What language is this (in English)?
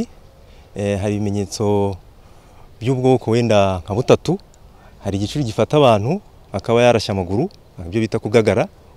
Kinyarwanda